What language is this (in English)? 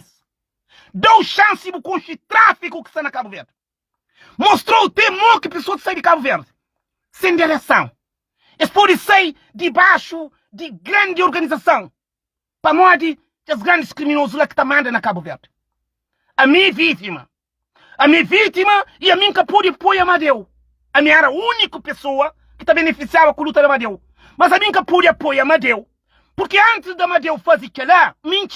Kabuverdianu